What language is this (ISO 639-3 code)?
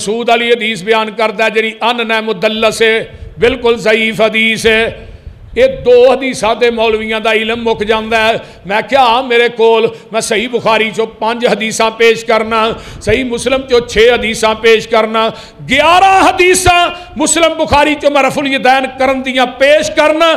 lah